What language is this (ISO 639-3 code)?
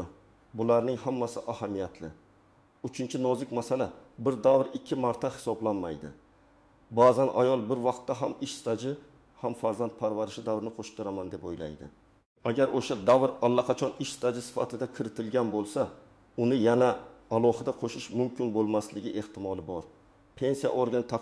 uzb